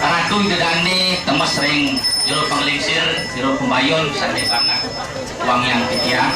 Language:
Balinese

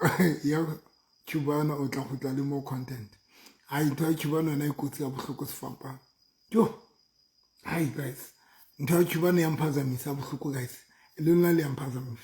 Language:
Southern Sotho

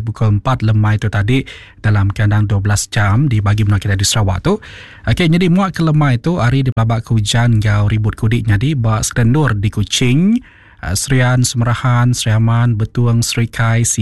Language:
Iban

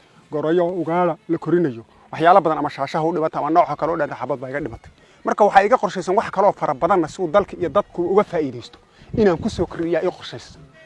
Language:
Somali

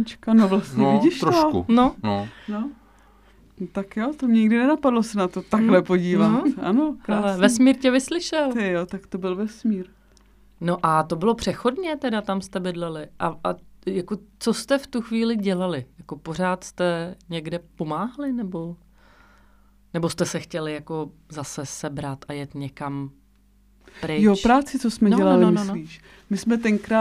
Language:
Czech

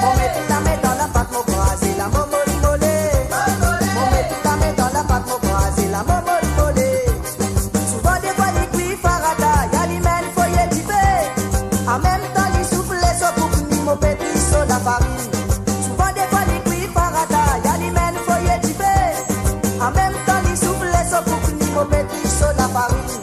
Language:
Morisyen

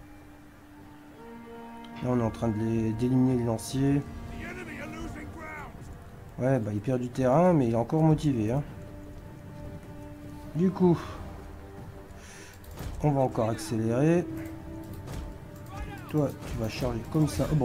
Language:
French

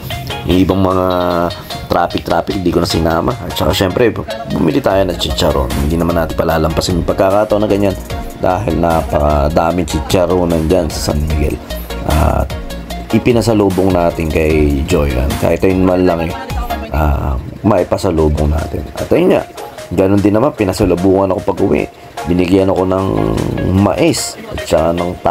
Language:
Filipino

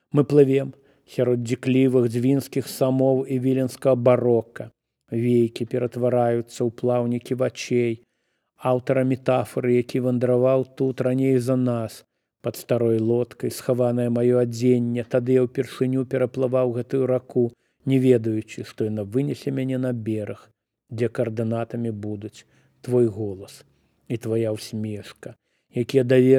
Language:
Belarusian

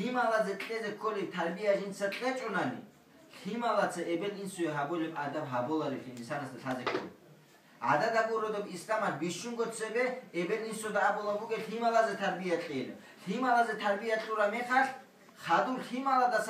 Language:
Avaric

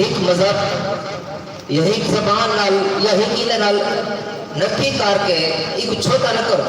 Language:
Saraiki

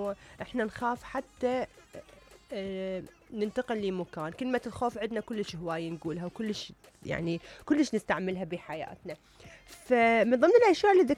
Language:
Mesopotamian Arabic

